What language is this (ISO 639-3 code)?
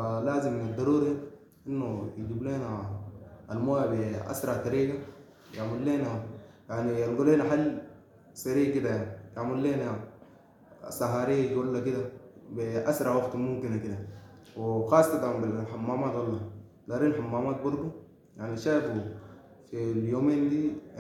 apd